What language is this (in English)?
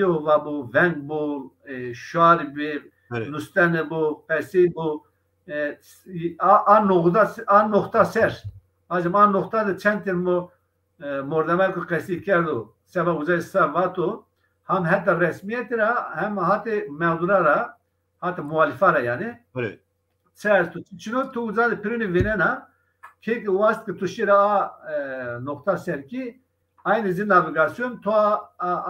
Zaza